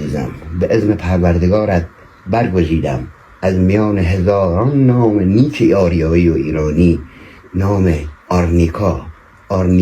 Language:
Persian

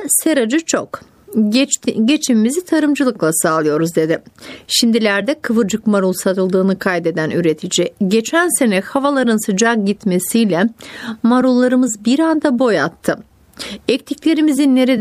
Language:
Turkish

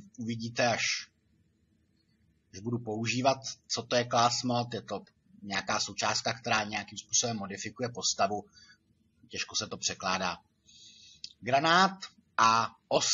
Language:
Czech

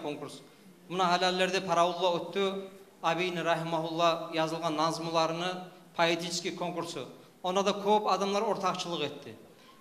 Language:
Kumyk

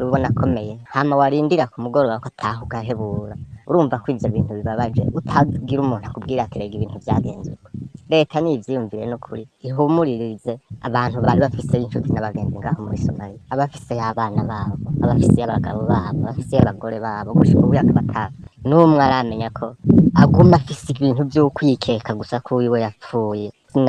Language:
Rundi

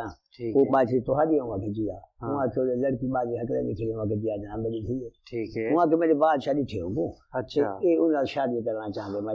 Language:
Saraiki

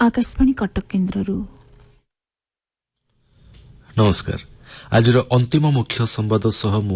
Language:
Odia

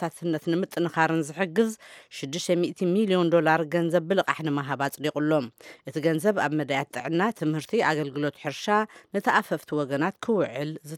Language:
Tigrinya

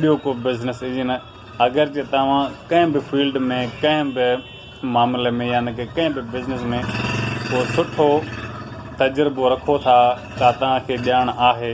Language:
Sindhi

